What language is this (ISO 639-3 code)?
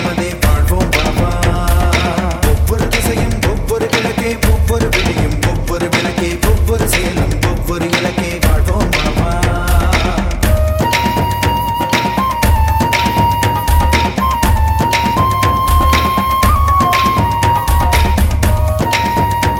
tam